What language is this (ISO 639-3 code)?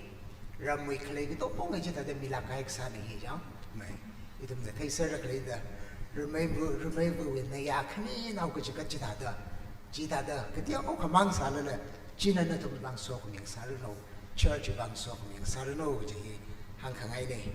nmf